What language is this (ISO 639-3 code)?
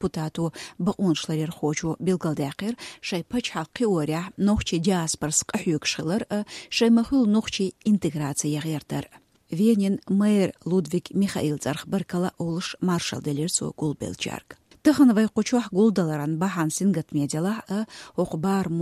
che